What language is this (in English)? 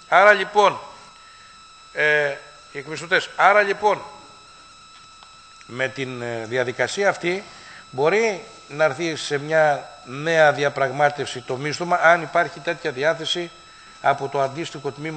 Greek